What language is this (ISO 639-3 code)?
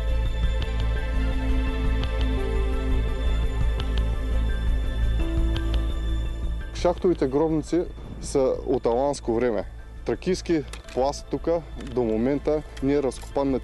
bul